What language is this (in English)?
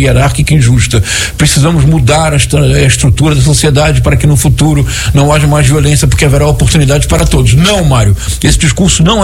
Portuguese